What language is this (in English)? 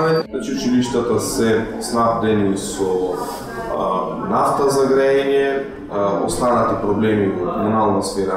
Macedonian